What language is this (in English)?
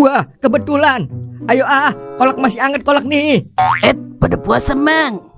Betawi